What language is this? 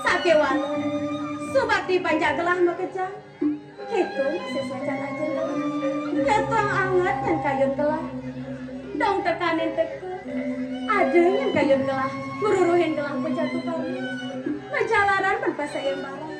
Balinese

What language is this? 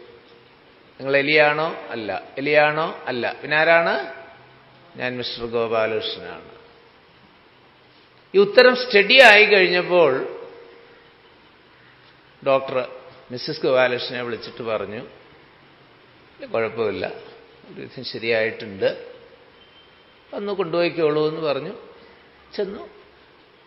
Malayalam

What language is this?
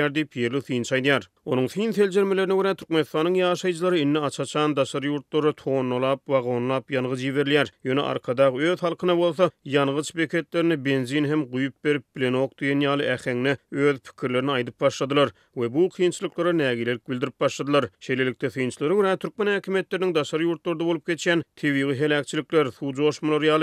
Turkmen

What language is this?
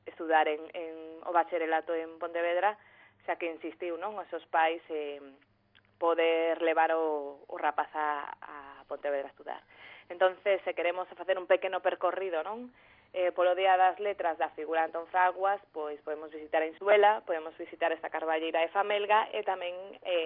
Galician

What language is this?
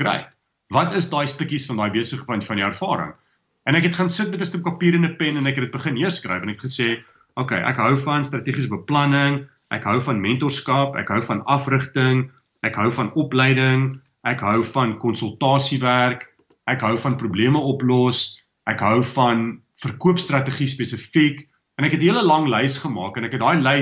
Afrikaans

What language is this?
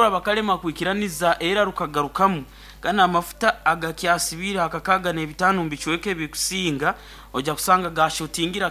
Nyankole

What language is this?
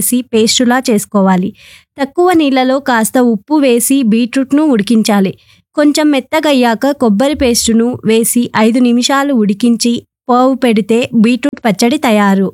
Telugu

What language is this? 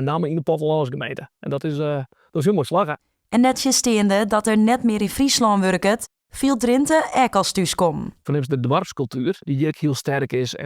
Western Frisian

